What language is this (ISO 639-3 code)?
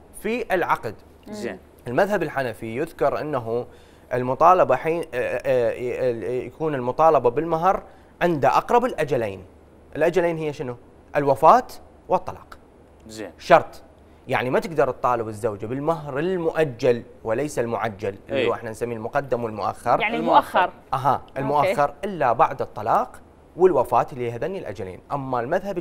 acm